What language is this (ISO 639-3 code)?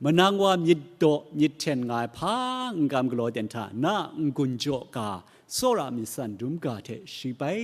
kac